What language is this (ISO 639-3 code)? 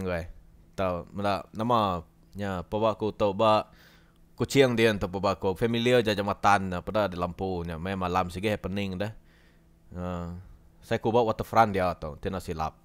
iba